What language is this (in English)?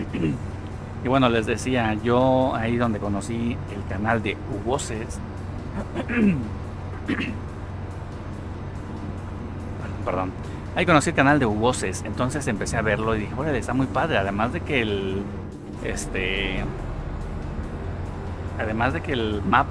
Spanish